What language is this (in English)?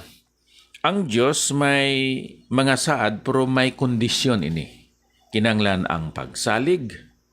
Hiligaynon